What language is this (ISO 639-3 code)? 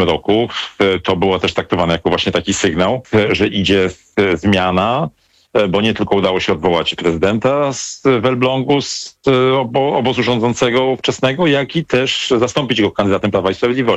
pol